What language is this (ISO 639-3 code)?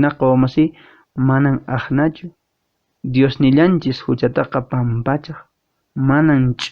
que